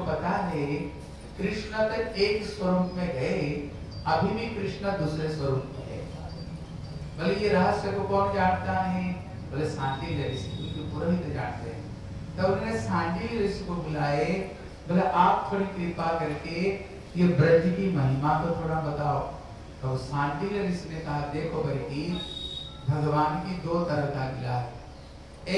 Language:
Hindi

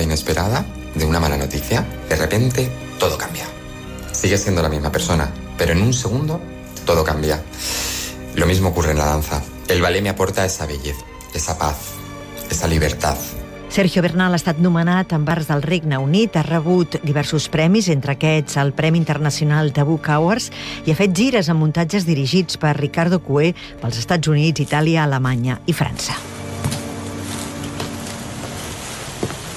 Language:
Catalan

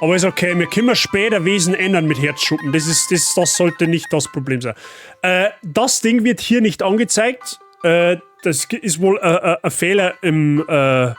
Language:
Bavarian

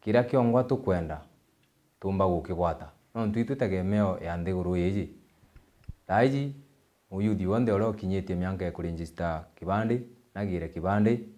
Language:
Meru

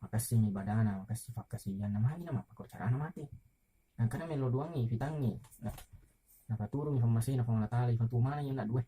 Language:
Buginese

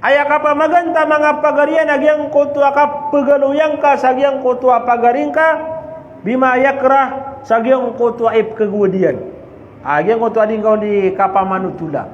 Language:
Maranao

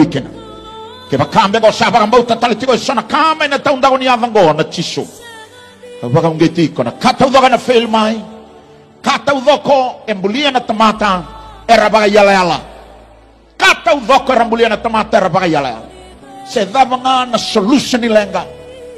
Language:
Fijian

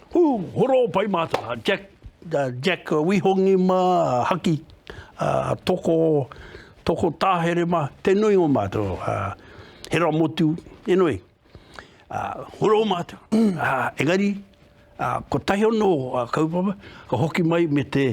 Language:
Māori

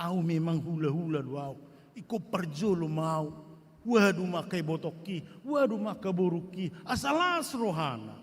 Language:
Batak Toba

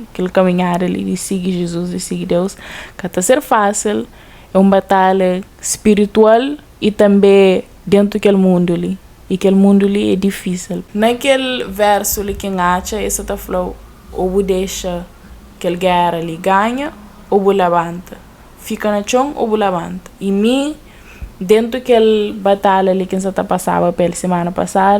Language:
Kabuverdianu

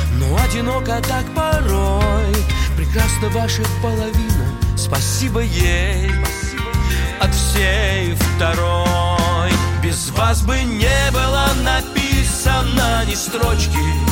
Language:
Russian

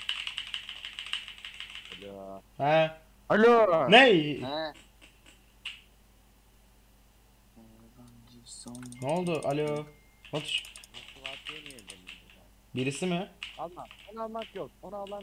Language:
Turkish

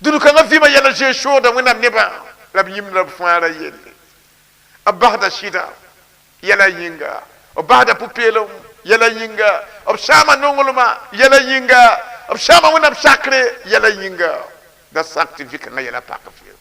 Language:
Mossi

